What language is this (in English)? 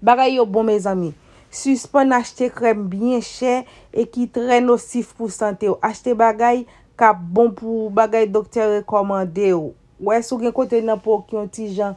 Haitian Creole